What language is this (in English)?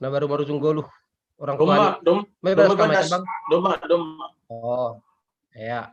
Batak Simalungun